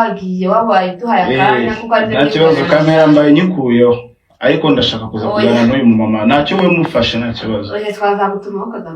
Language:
Kinyarwanda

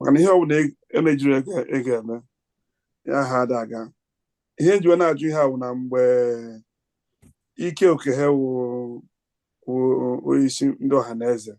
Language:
Igbo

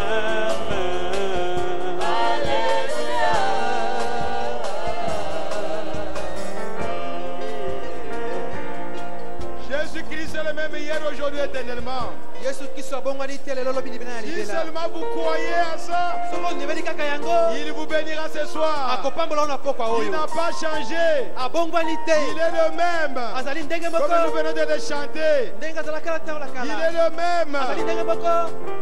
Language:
French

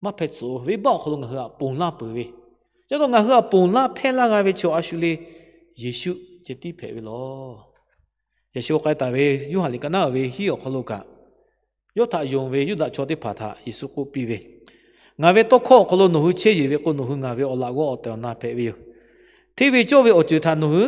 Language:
Lahu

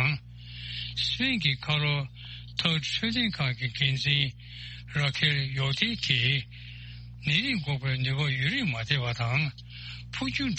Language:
Tibetan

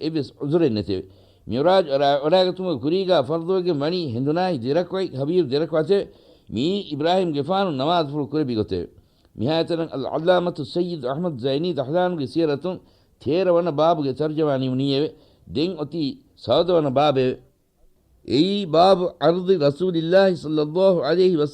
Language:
Divehi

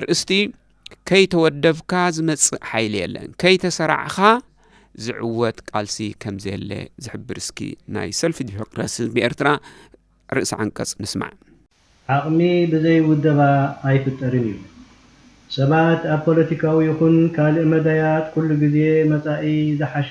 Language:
Tigrinya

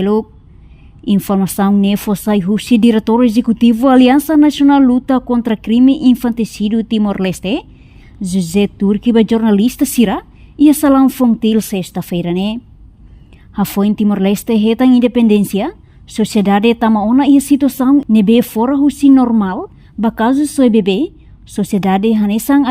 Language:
Tetum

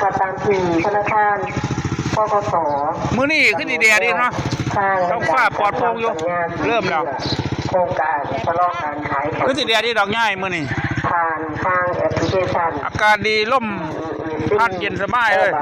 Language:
Northeastern Thai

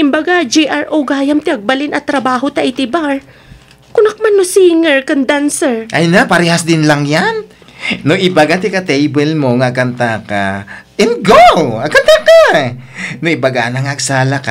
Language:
Iloko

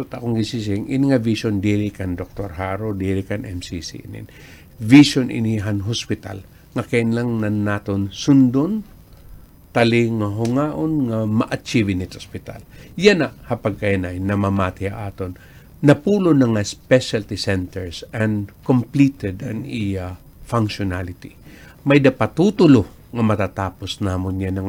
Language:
Waray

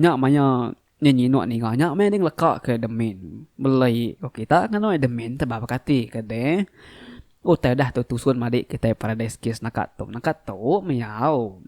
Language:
Iban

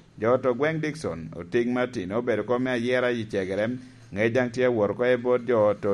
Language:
Lango (Uganda)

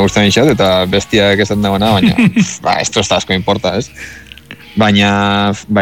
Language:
Basque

